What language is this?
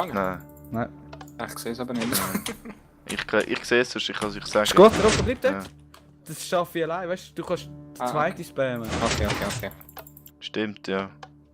Swiss German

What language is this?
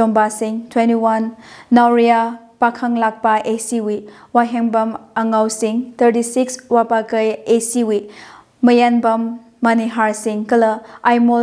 Tangkhul Naga (India)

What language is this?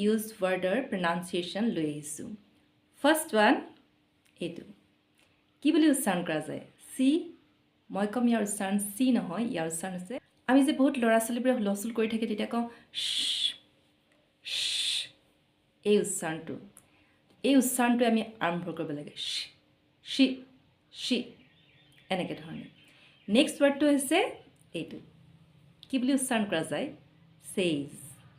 Assamese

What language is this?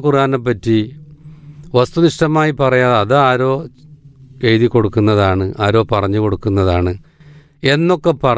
Malayalam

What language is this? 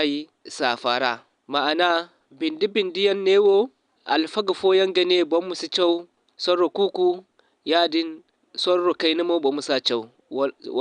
Zarma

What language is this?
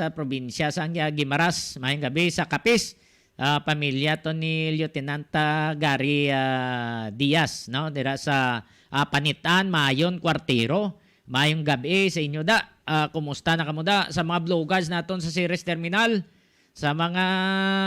Hiligaynon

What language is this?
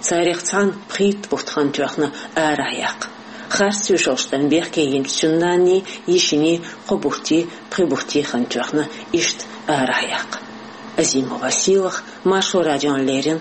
Chechen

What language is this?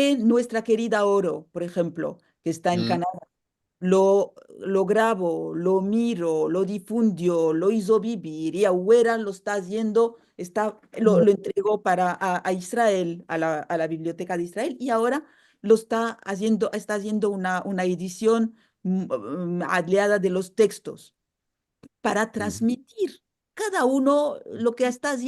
Ladino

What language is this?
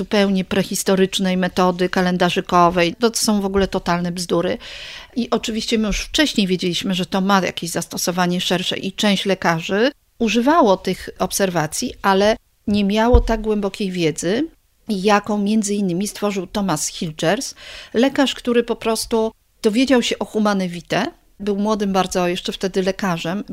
Polish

